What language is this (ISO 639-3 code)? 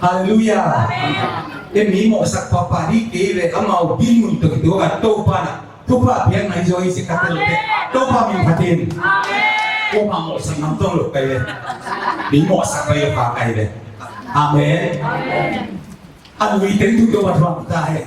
ctd